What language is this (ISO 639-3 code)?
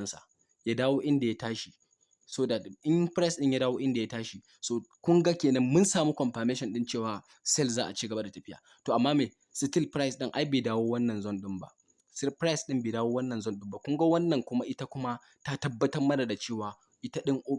hau